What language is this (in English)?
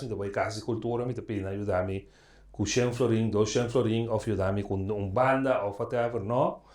Papiamento